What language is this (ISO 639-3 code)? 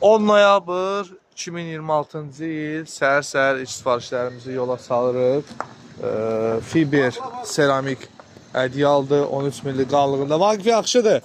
aze